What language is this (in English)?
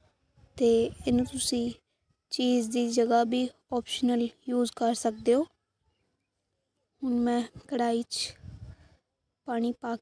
Punjabi